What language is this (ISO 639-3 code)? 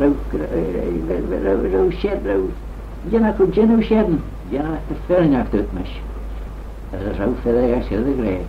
glv